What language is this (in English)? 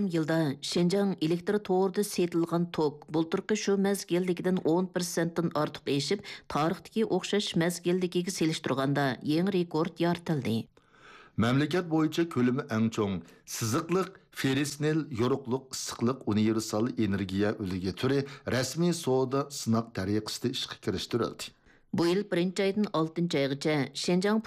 Uyghur